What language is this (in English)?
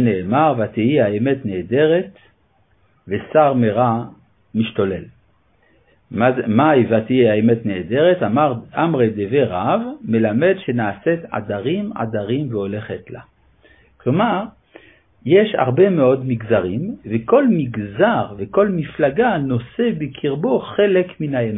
Hebrew